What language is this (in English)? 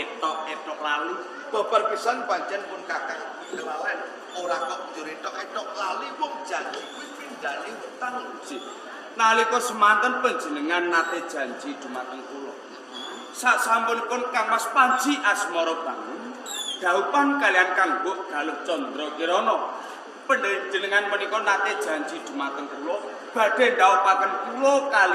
Javanese